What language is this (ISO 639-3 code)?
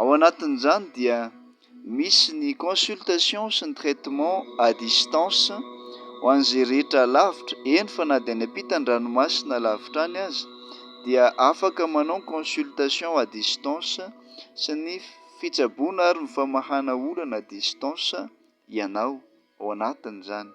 mlg